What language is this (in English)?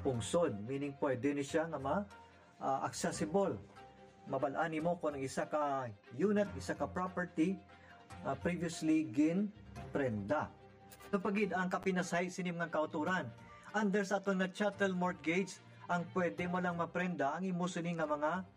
Hiligaynon